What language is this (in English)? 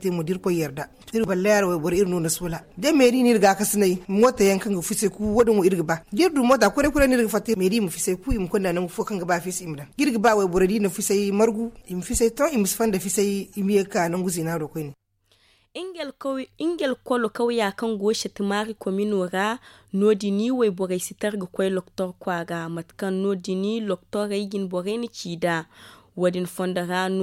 Zarma